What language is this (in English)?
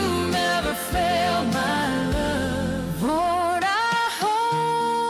Gilbertese